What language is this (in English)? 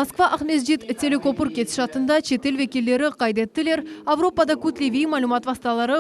Crimean Tatar